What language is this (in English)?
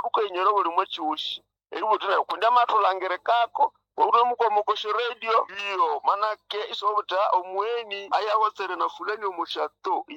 Nande